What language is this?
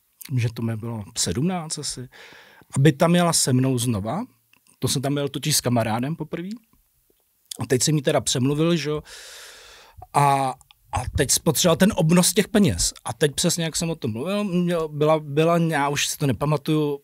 Czech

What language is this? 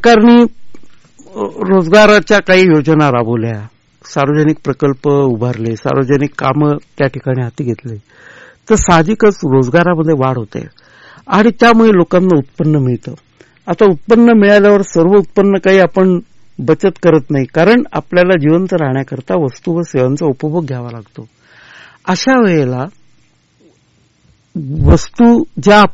Marathi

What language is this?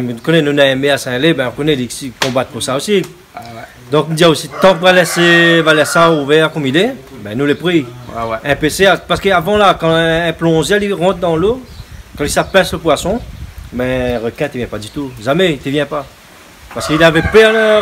Réunion Creole French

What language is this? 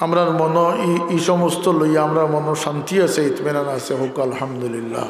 Sylheti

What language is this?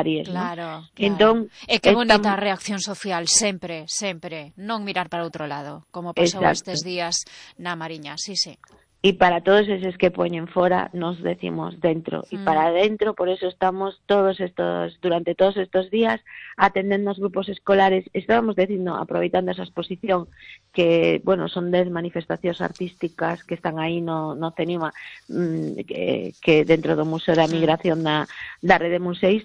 Galician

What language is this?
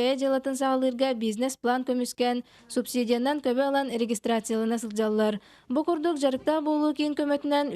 Yakut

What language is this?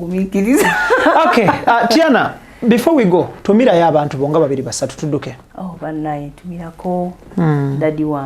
Ganda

